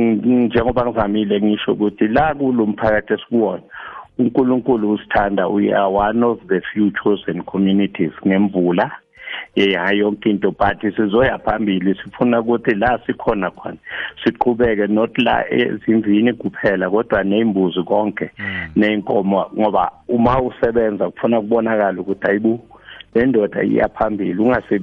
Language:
South Ndebele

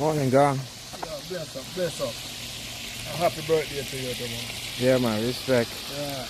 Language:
Jamaican Creole English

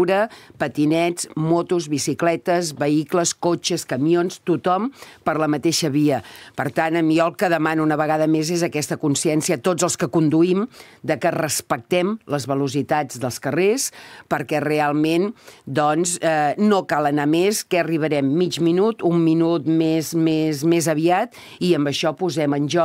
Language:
Catalan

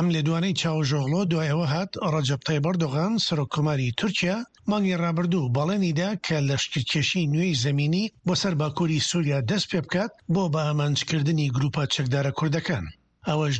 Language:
Central Kurdish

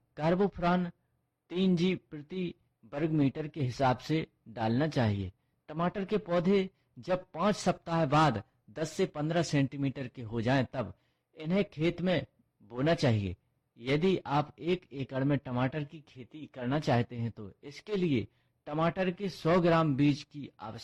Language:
Hindi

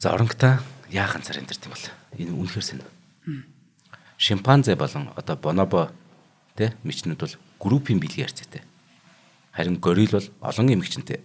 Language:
Mongolian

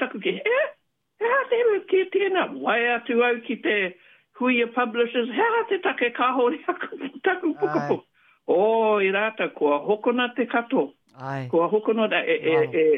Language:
Māori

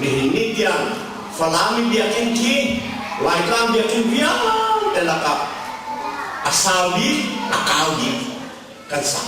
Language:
Hakha Chin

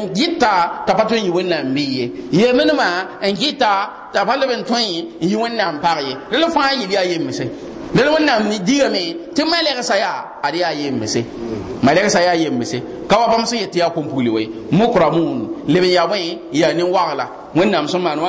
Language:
Mossi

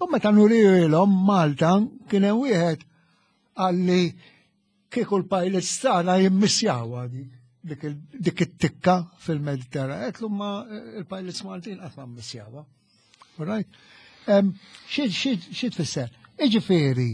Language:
Maltese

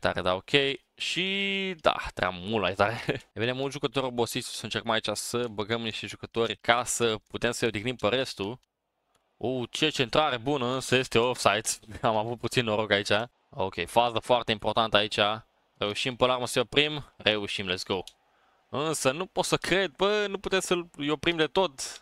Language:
Romanian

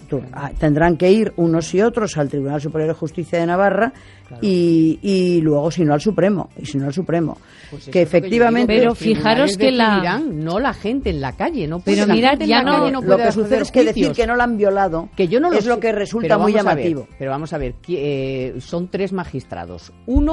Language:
Spanish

